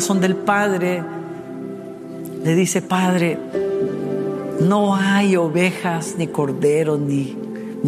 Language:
Spanish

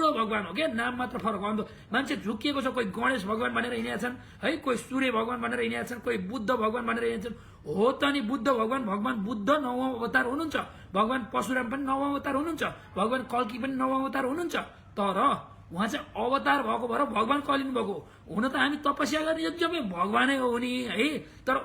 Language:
Nepali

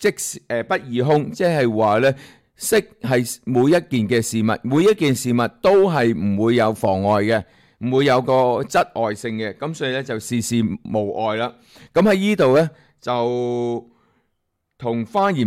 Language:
Cantonese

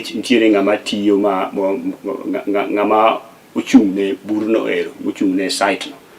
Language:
Luo (Kenya and Tanzania)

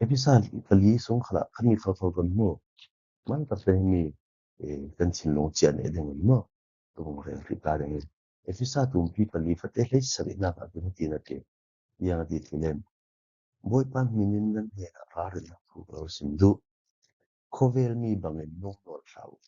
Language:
Falam Chin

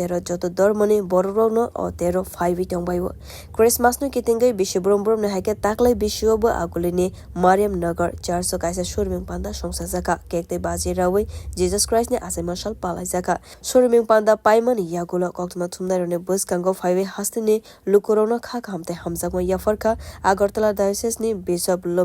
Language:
Kok Borok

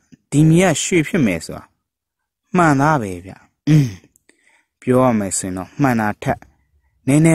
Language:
Burmese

